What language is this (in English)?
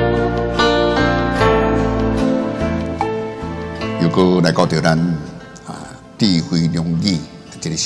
Min Nan Chinese